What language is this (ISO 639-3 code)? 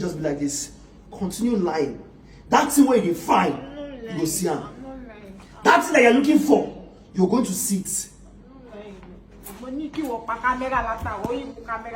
pcm